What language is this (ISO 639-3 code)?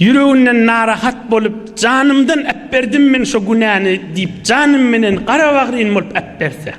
tuk